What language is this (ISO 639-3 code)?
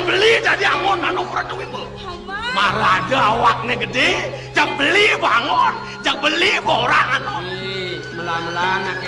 ban